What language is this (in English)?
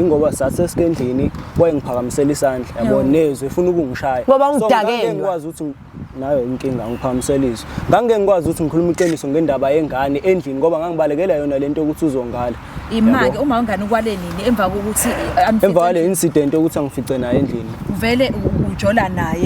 Zulu